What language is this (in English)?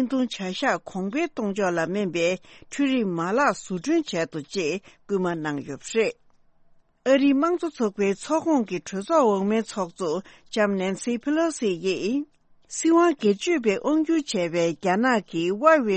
Tibetan